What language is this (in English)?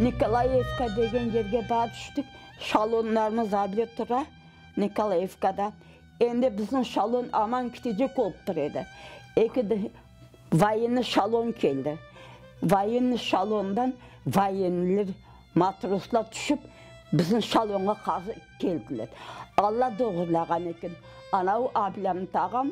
Crimean Tatar